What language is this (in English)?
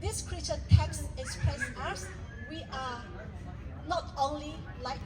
Lahu